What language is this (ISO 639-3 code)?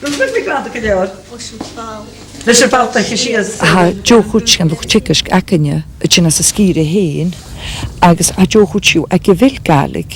gla